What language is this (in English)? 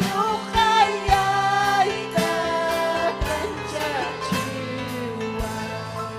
Ayacucho Quechua